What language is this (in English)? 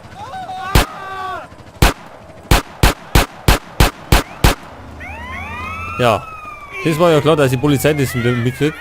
Bavarian